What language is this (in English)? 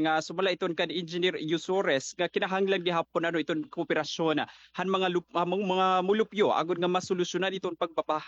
Waray